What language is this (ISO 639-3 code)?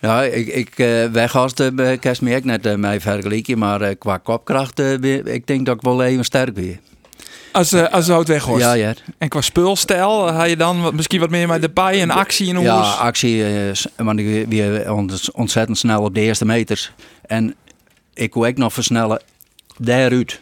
fry